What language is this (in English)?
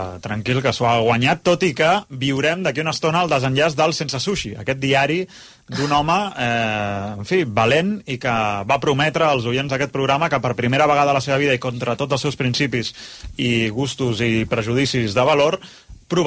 Catalan